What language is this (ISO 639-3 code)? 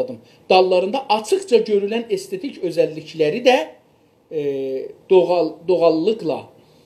azb